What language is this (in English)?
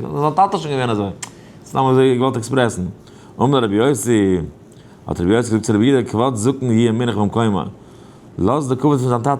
Yiddish